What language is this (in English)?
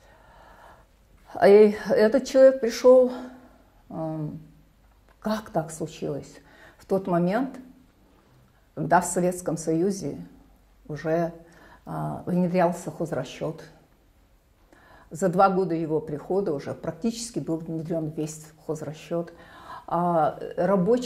Russian